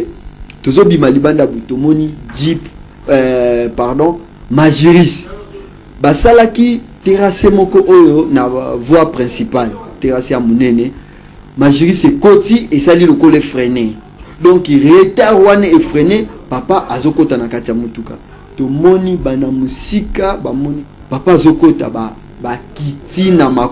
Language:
Lingala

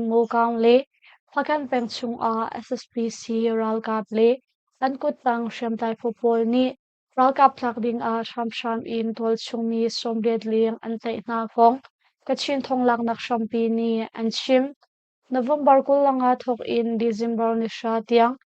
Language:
Hakha Chin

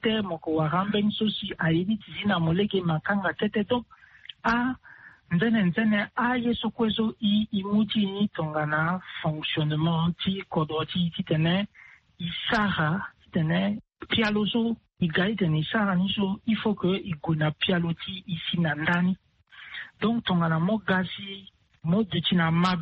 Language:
Sango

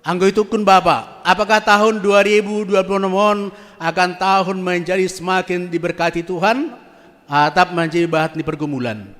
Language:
Batak Simalungun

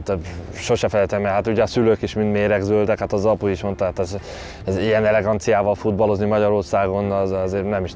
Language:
Hungarian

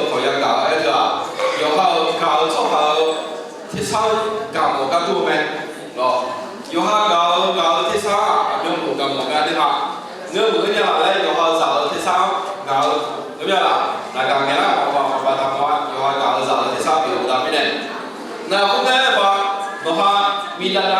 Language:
Akha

